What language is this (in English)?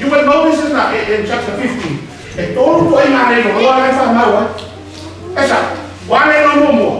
Samoan